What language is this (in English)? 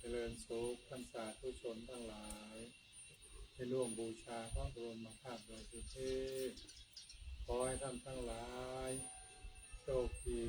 Pali